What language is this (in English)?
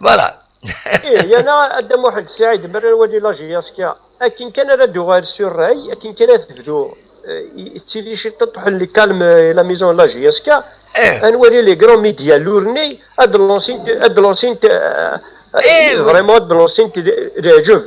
Kabyle